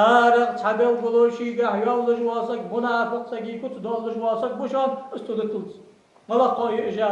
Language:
Ingush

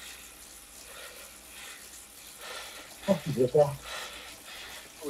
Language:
Danish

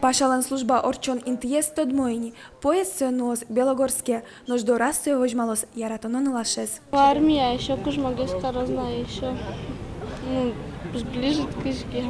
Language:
Udmurt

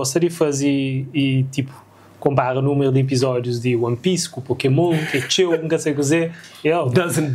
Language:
Kabuverdianu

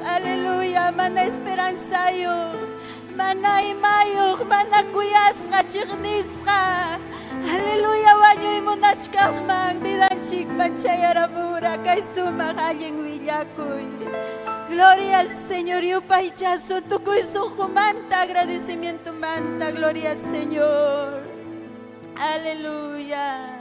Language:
Ayacucho Quechua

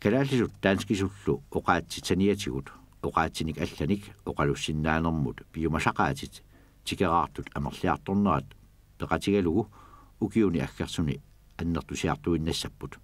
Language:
Kalaallisut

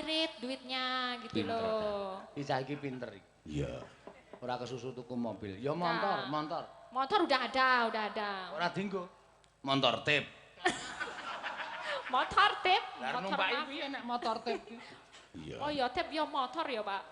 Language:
Javanese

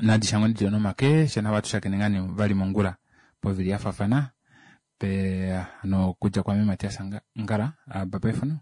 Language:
Kuanyama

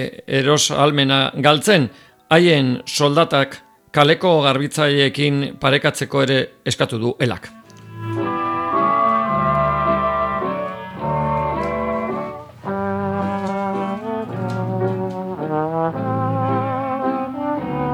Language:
Basque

